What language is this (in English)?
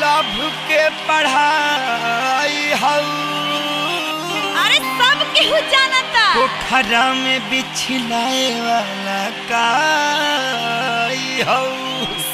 Bhojpuri